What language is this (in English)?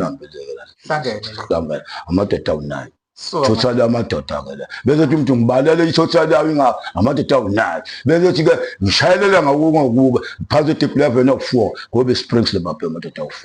Zulu